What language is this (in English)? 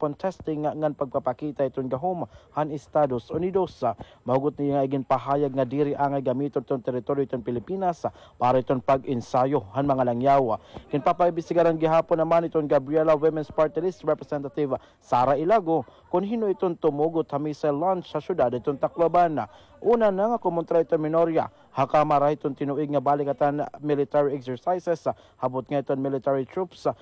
Waray